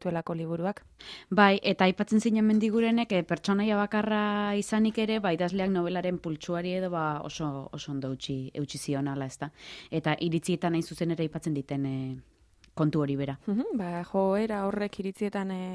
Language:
Basque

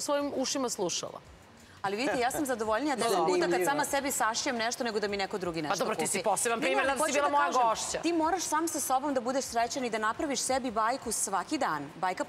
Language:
Serbian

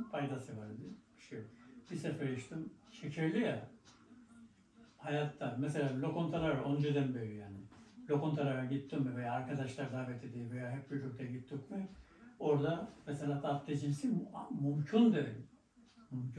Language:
Turkish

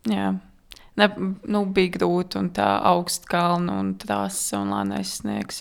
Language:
Latvian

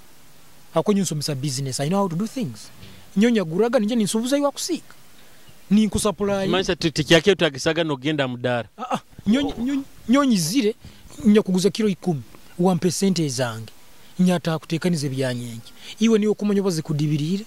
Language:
Nyoro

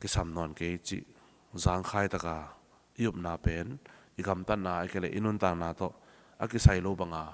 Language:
Tedim Chin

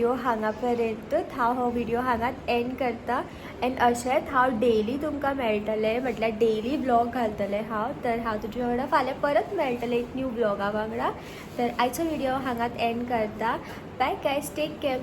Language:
Konkani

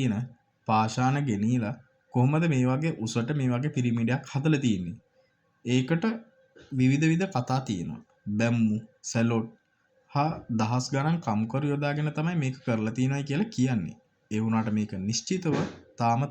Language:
Sinhala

